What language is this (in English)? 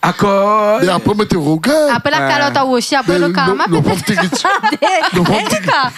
Réunion Creole French